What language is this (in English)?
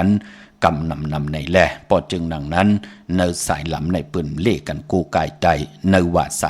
Shan